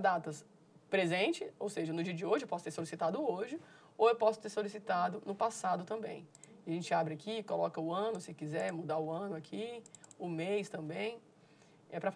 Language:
Portuguese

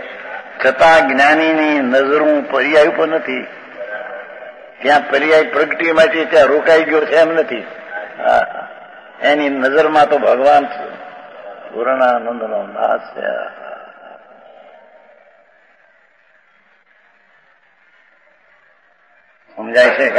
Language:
Gujarati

